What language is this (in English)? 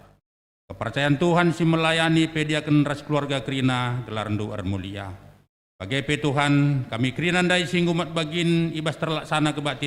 Batak Karo